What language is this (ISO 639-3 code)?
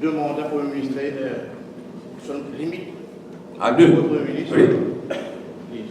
mfe